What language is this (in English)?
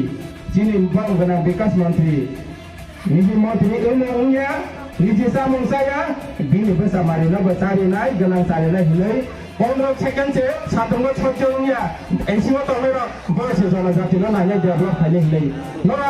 Kok Borok